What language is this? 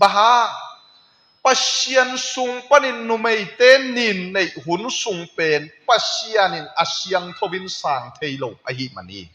Tedim Chin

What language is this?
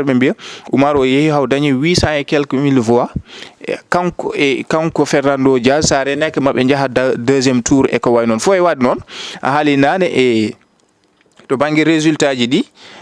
Fula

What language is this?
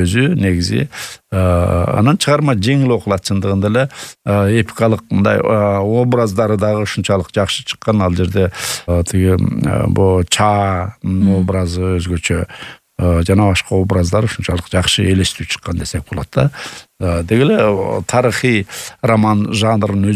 Kyrgyz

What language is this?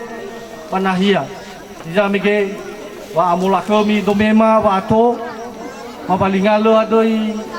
Nias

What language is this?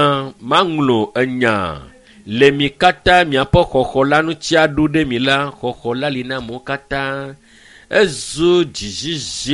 Ewe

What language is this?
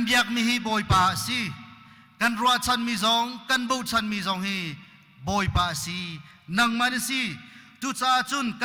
Hakha Chin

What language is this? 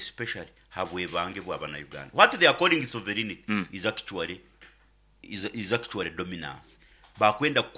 Nyoro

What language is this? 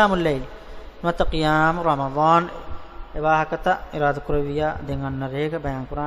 Divehi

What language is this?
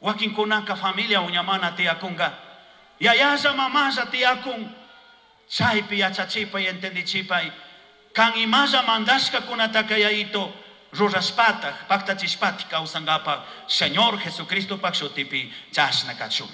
Chimborazo Highland Quichua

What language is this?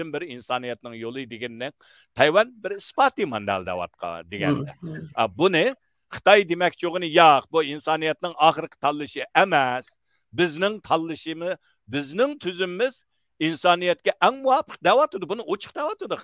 Uyghur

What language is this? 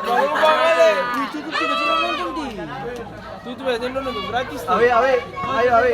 Ambonese Malay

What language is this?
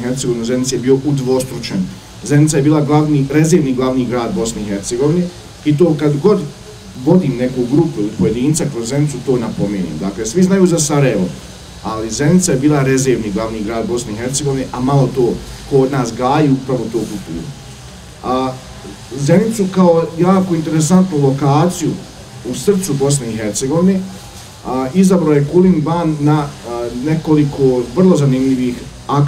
Bosnian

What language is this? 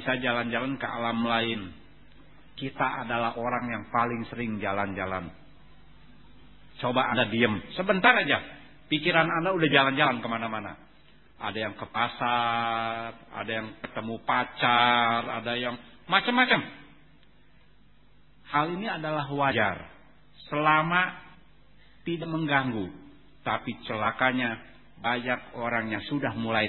Indonesian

